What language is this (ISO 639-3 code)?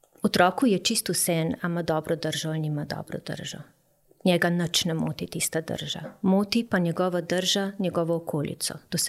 slv